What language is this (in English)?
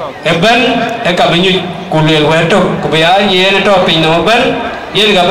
Dinka